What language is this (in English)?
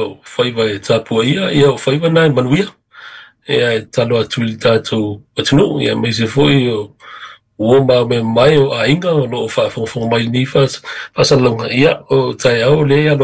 Samoan